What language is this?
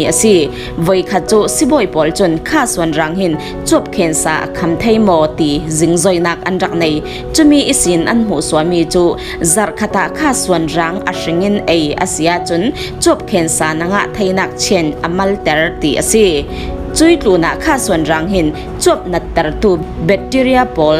Falam Chin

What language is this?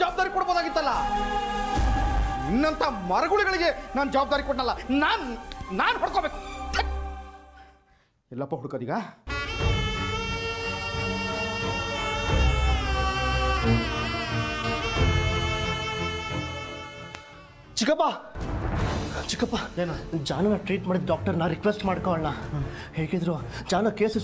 Kannada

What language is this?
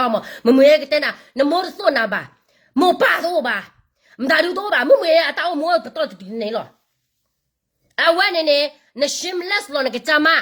S'gaw Karen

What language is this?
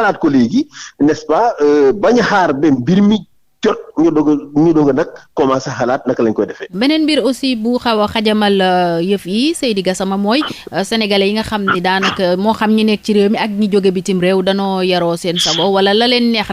Wolof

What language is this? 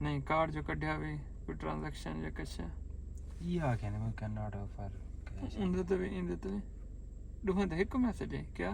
Saraiki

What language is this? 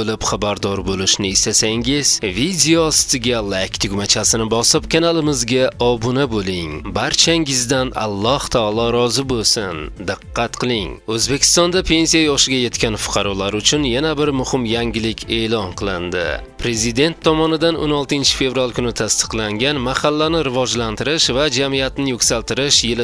Uzbek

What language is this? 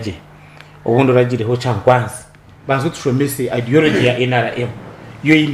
Nyankole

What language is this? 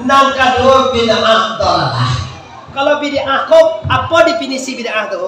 Minangkabau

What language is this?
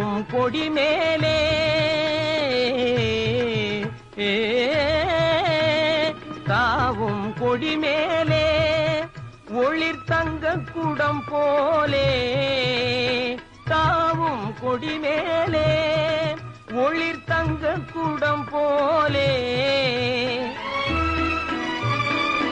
Tamil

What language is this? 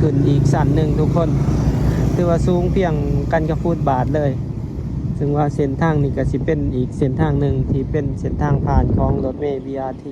Lao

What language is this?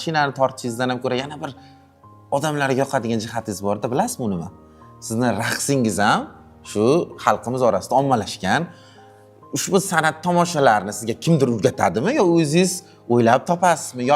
Uzbek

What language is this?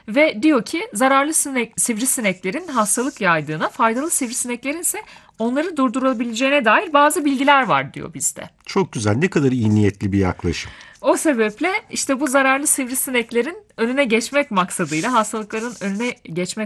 Turkish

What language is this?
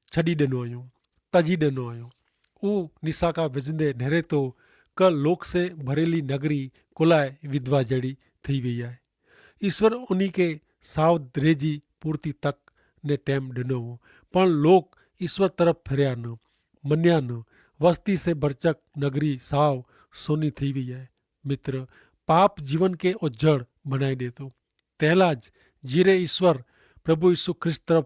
Kachhi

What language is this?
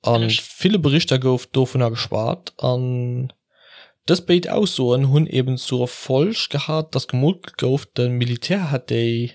Luxembourgish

